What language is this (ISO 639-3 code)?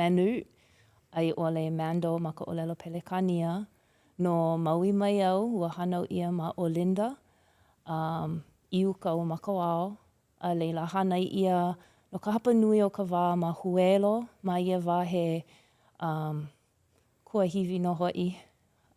haw